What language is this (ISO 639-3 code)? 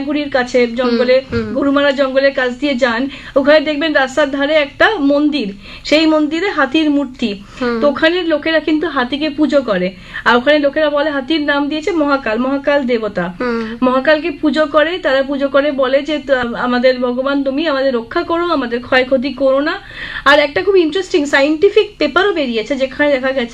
ben